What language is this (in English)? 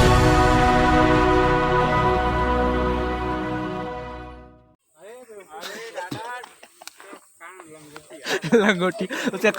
Chhattisgarhi